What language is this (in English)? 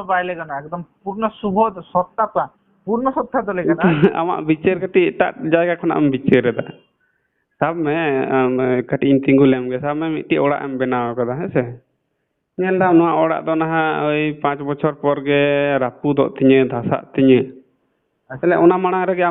Santali